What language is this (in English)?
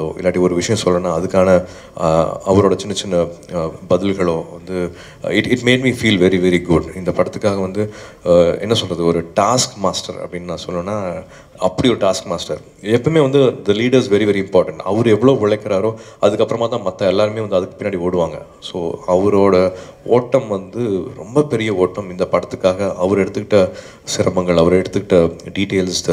Tamil